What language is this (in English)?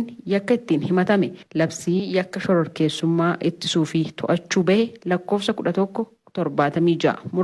Oromo